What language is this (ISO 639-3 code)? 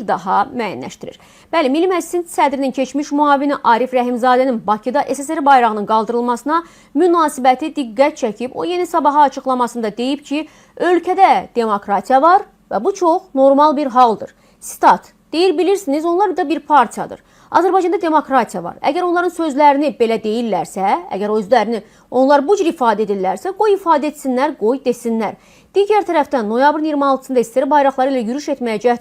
aze